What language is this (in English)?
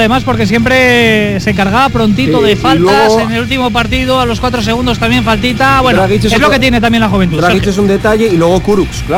Spanish